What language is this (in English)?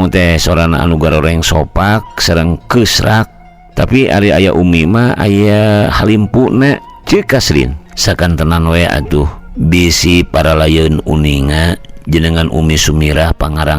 Sundanese